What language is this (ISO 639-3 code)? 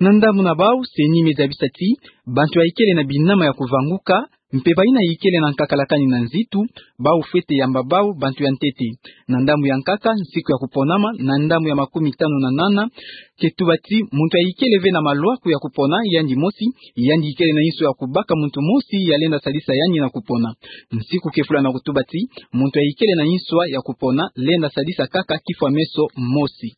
ktu